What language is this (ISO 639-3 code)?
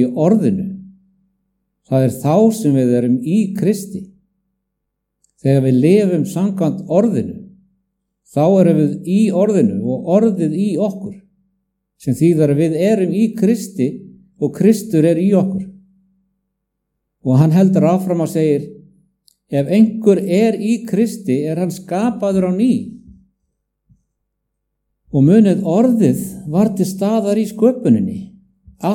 isl